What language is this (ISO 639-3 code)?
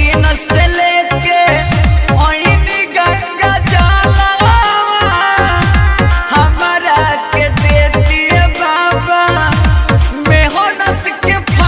bho